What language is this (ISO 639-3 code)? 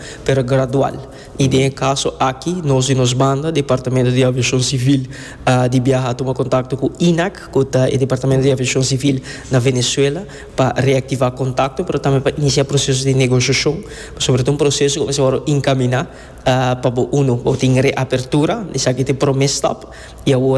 pap